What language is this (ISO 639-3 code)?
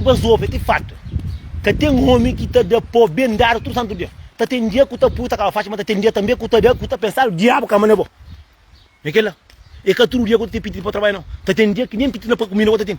kea